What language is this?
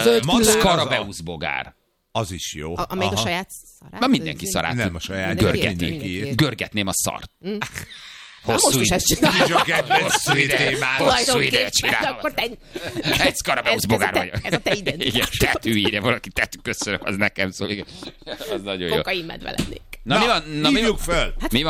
Hungarian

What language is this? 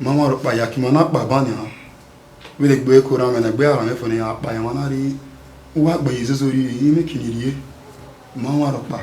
Bini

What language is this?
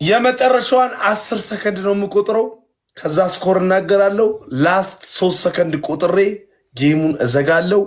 Amharic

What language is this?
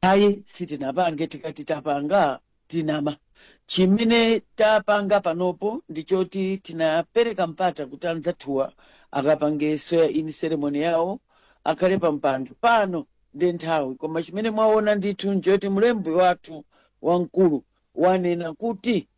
Nyanja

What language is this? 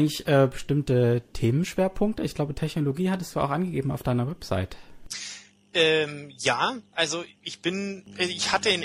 German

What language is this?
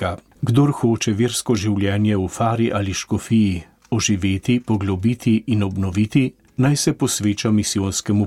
Slovenian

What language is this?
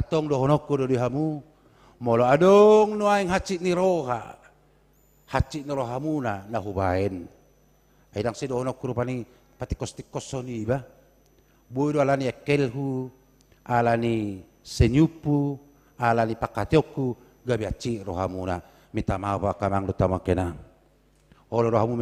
Batak Toba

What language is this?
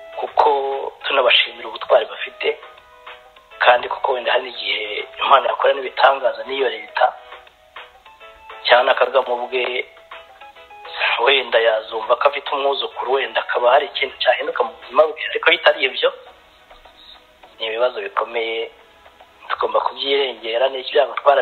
Kinyarwanda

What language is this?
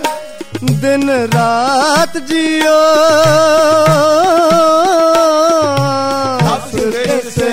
Punjabi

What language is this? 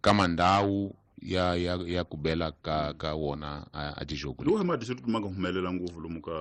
Tsonga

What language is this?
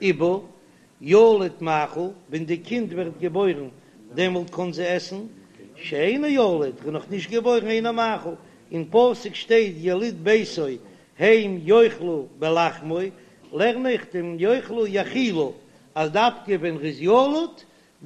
Yiddish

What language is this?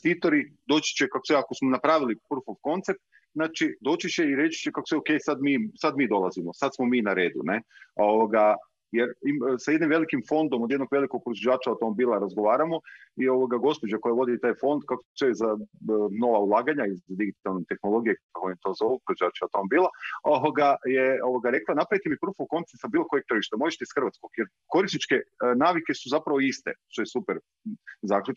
Croatian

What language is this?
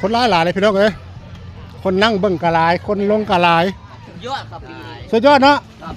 Northeastern Thai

